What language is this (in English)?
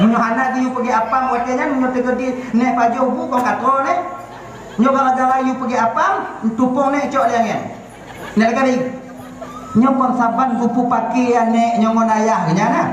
Achinese